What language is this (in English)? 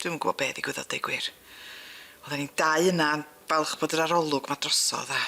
Welsh